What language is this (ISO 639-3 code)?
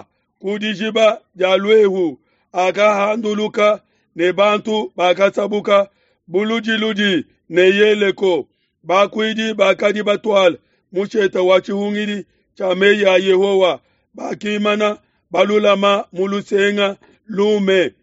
lua